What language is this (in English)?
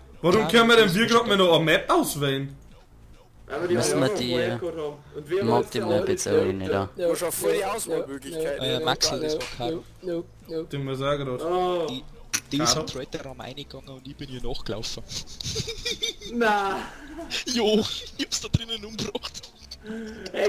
Bavarian